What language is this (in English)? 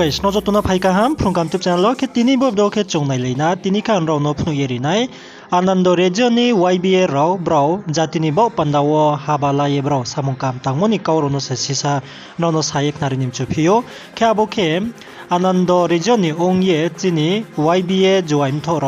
Riang (India)